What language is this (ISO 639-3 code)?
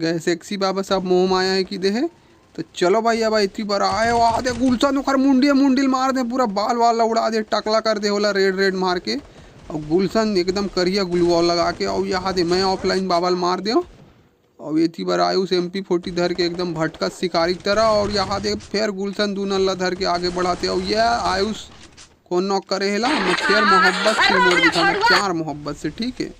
hne